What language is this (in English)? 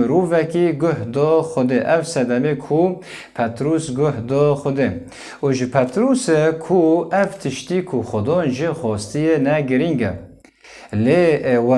Kurdish